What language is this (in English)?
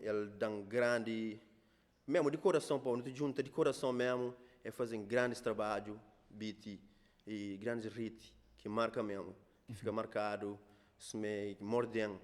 Kabuverdianu